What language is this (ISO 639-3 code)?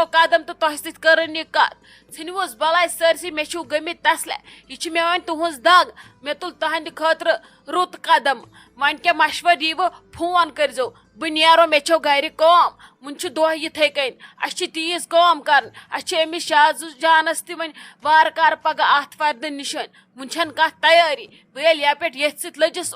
kas